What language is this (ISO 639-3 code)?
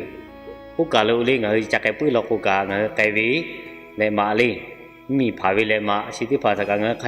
lhu